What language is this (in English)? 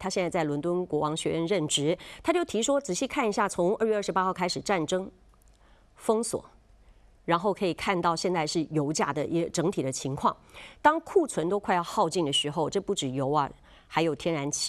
Chinese